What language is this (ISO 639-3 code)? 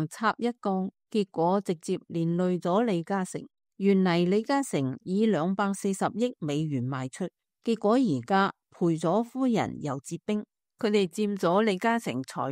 yue